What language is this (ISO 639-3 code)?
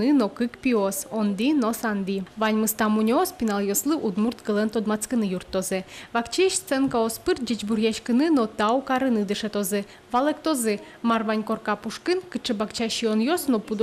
udm